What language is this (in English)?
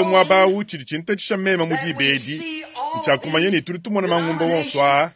Luba-Lulua